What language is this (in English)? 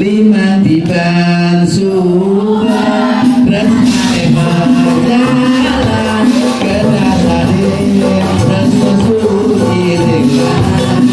Balinese